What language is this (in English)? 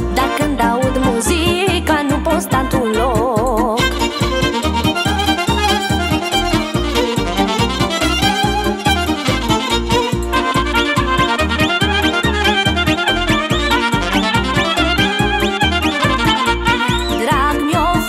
Romanian